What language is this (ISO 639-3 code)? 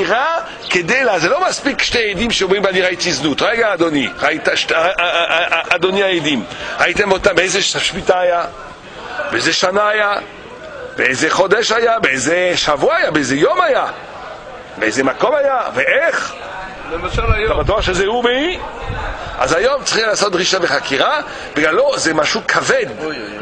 heb